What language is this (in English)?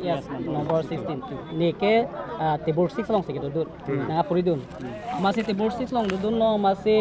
Karbi